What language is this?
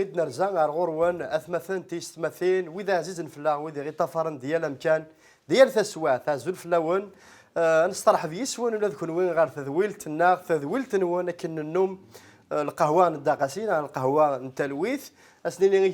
Kabyle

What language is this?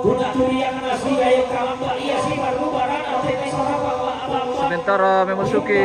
Toraja-Sa'dan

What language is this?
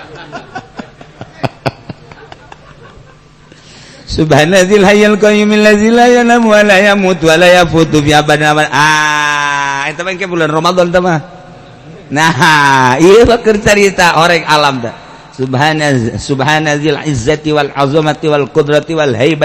Sundanese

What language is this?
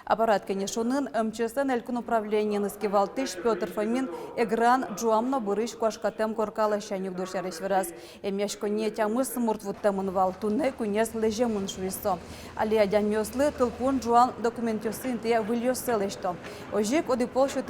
Udmurt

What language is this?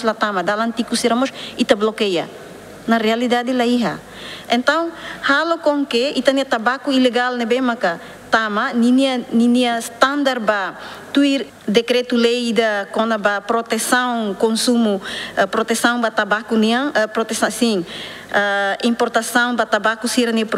Tetum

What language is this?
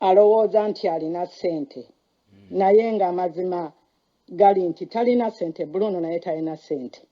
Ganda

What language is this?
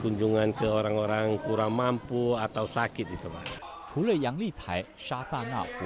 Chinese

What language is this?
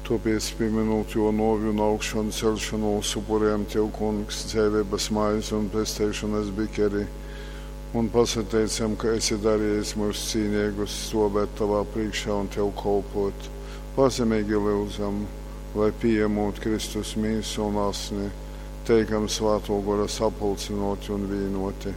Latgalian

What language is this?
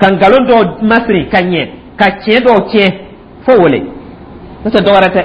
Dyula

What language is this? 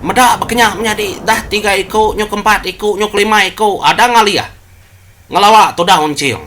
Iban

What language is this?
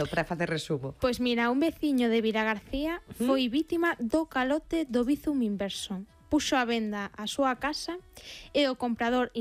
Galician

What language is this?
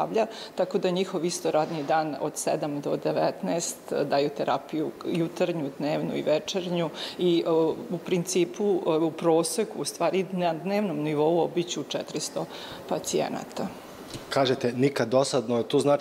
Serbian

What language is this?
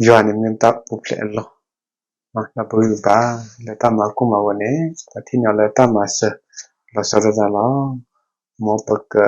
S'gaw Karen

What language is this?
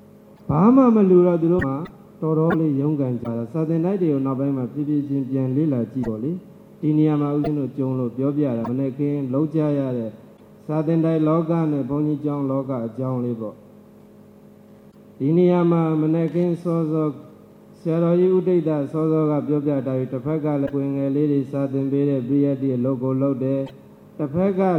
Burmese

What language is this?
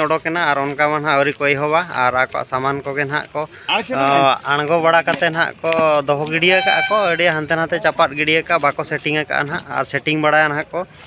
Santali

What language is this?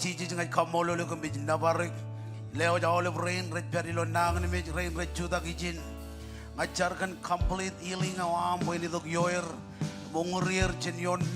Marshallese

